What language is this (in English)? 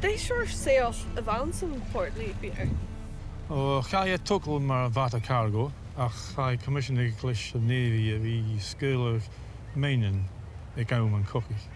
Scottish Gaelic